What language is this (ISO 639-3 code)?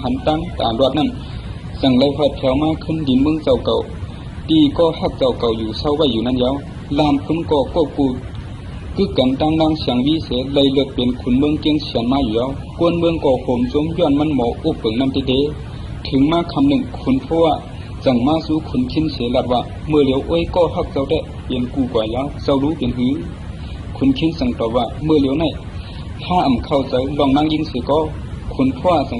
shn